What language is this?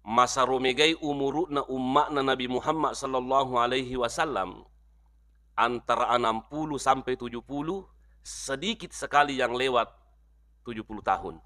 Buginese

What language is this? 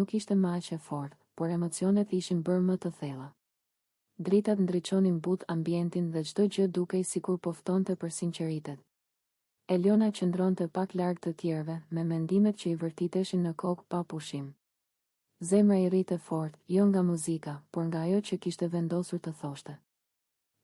Albanian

